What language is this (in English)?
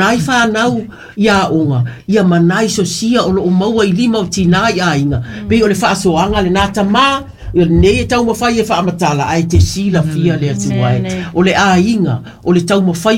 Samoan